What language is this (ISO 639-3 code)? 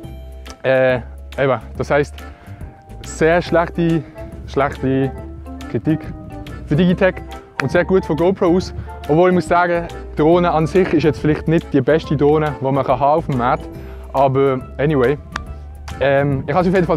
gsw